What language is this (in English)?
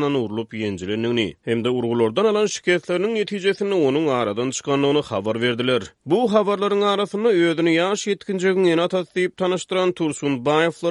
Turkmen